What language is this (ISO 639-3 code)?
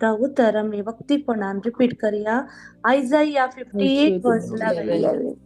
kok